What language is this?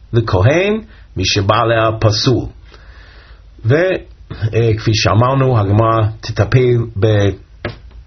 Hebrew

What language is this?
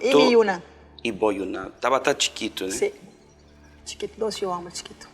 Papiamento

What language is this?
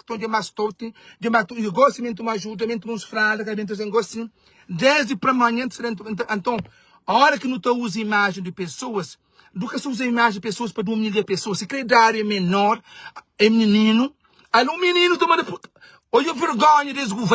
Kabuverdianu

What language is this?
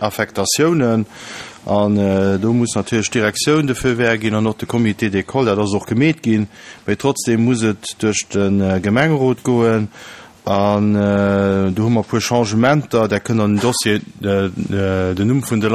Luxembourgish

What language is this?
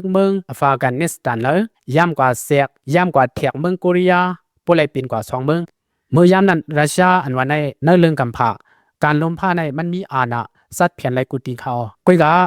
Shan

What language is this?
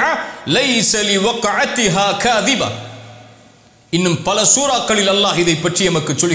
Tamil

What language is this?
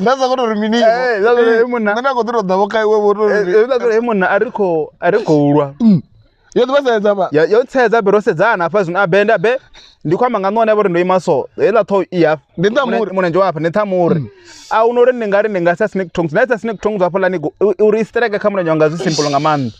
Venda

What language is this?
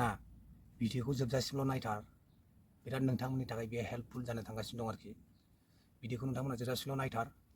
Bodo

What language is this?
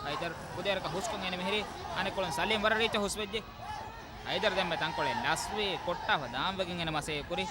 Divehi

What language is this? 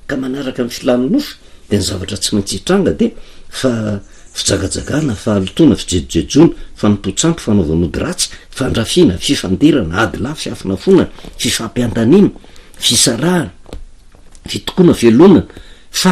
Malagasy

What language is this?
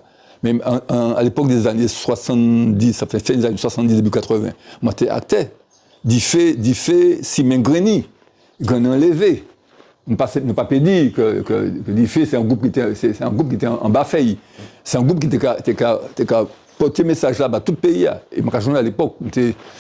Guadeloupean Creole French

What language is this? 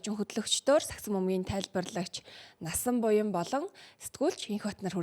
Mongolian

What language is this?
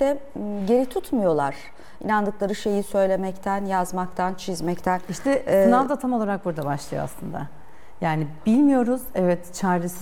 Turkish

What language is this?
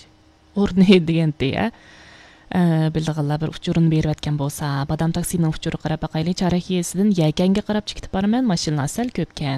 Uyghur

